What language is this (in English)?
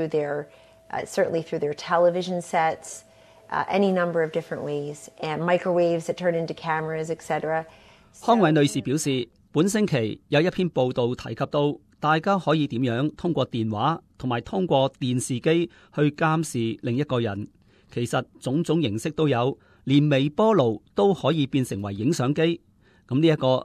Cantonese